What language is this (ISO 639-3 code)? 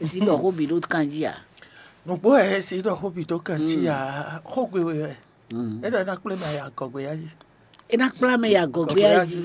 fon